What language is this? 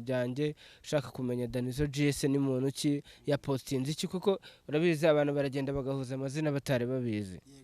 Kinyarwanda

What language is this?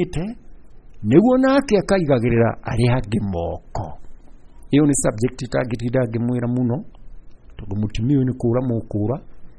Kikuyu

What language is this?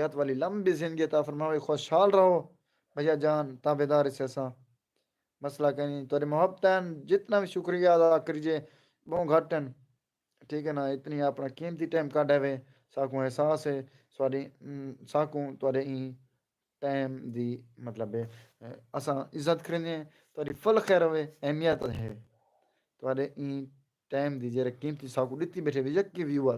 Saraiki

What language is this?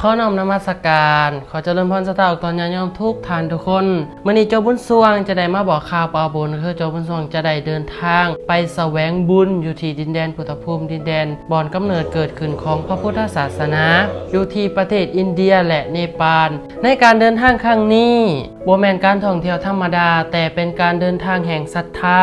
Lao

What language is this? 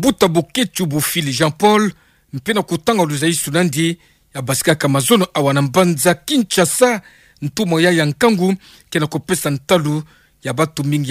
Kituba (Democratic Republic of Congo)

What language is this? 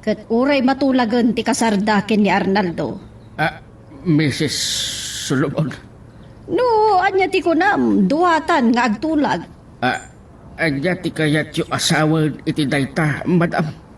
Iloko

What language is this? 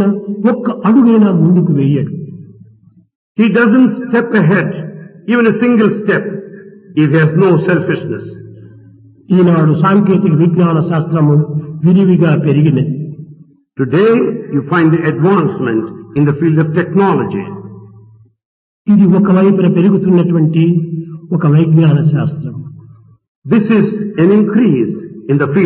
Telugu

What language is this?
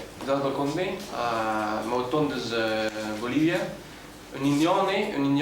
Breton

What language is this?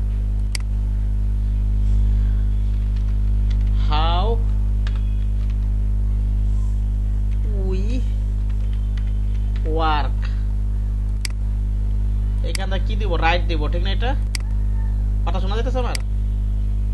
Bangla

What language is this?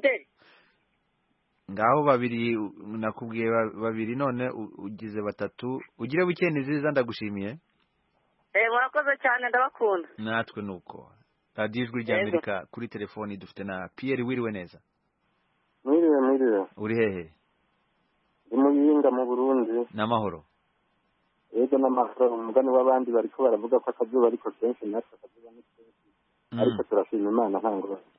Kinyarwanda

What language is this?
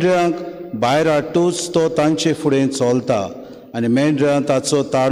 Konkani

